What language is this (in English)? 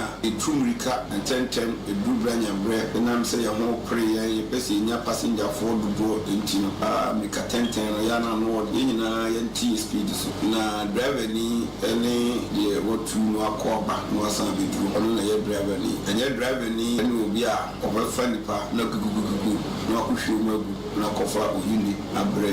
Akan